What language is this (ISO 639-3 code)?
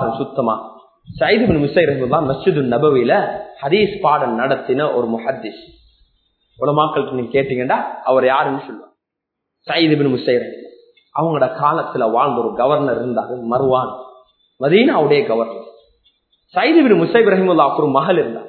tam